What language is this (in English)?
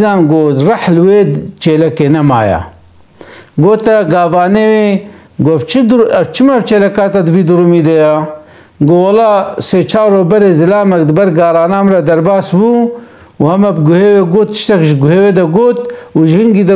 Kurdish